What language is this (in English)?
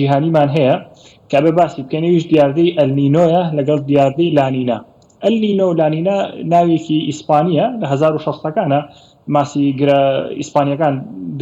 Central Kurdish